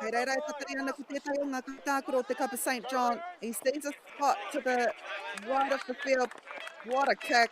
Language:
Māori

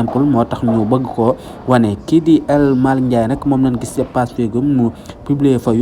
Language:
Wolof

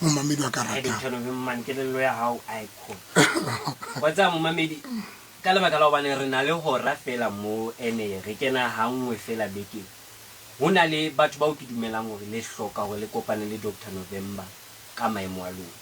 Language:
Southern Sotho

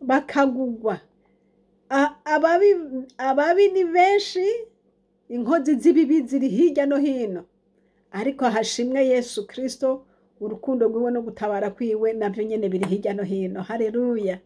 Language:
Rundi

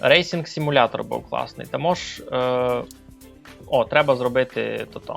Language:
Rusyn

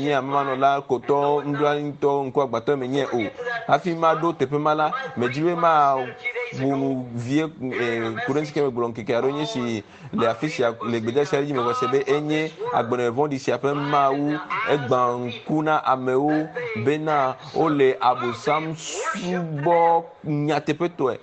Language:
Ewe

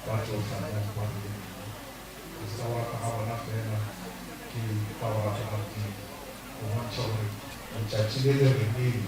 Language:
Northern Sotho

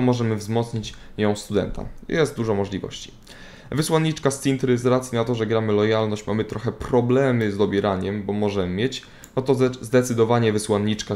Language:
Polish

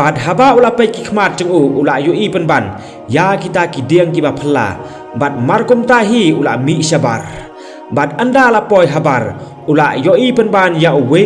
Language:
Khasi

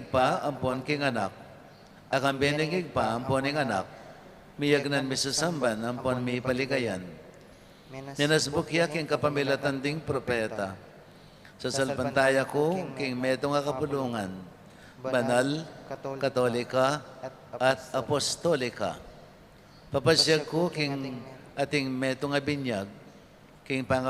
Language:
Pampanga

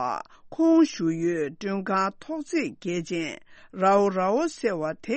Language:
Tibetan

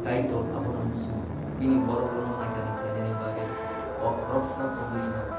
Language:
Kok Borok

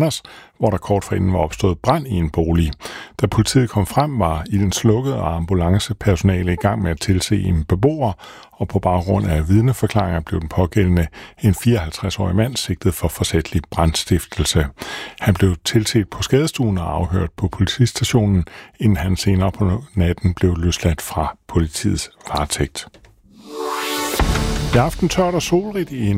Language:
Danish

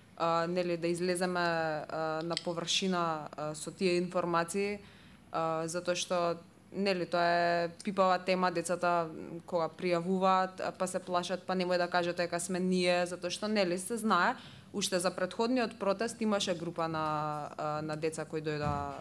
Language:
Macedonian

